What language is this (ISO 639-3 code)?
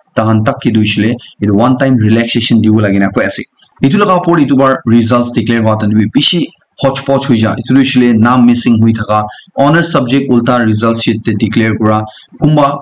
nag